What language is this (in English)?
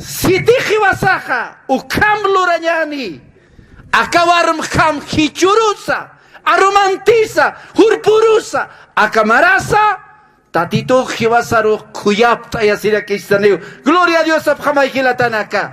Aymara